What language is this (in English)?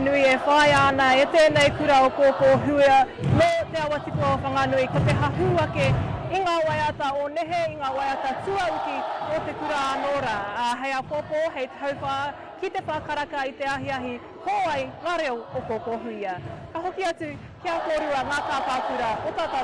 Māori